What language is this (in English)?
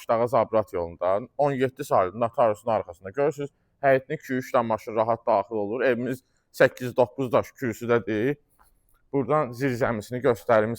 Azerbaijani